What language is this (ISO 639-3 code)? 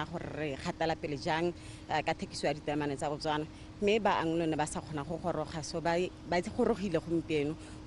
tsn